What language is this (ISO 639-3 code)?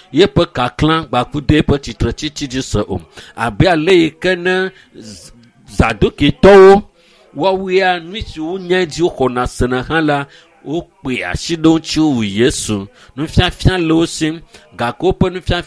ewe